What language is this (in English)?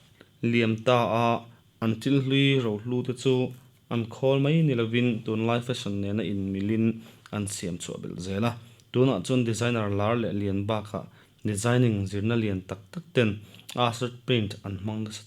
Mizo